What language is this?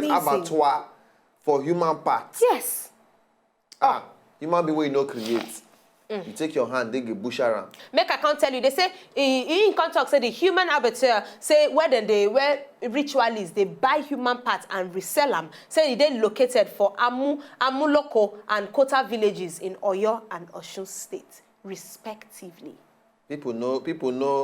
Nigerian Pidgin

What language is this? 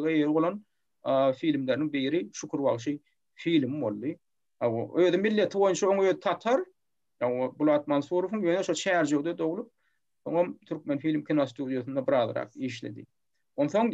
Turkmen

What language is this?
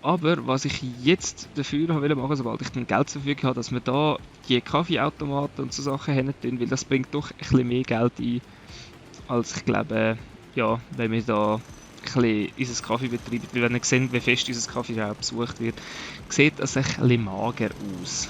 Swiss German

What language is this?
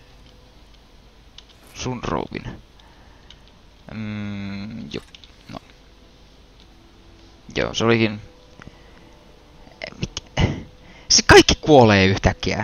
Finnish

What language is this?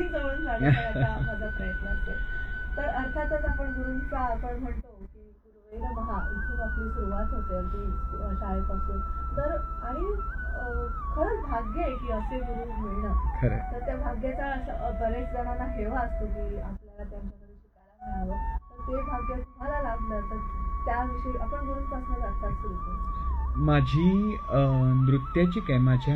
Marathi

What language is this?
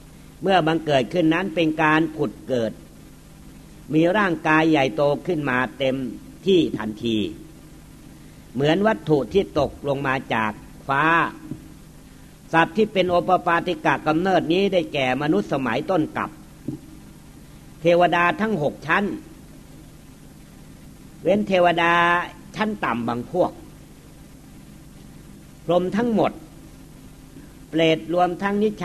Thai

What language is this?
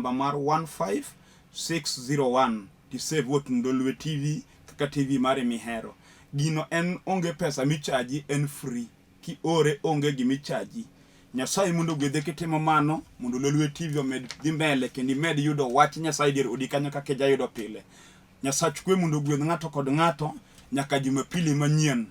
Luo (Kenya and Tanzania)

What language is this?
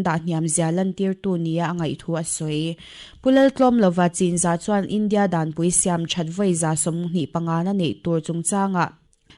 Mizo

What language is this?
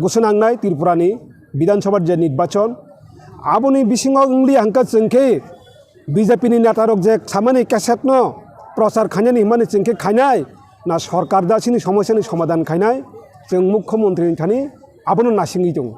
Kok Borok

